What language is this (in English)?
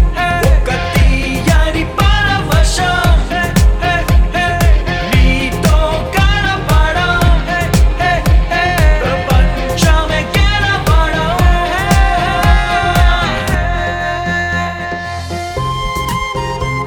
Telugu